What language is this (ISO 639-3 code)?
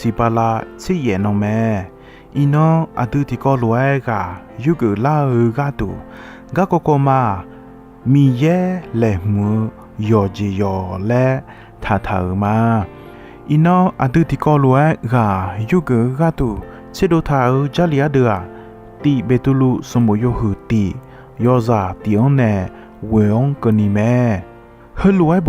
ahk